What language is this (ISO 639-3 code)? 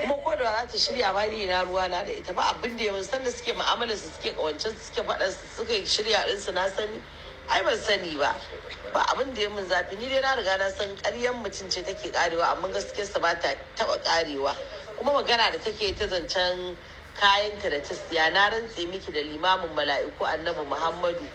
hau